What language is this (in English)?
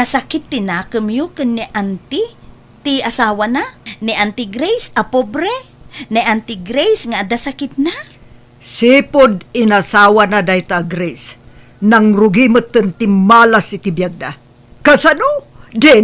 Iloko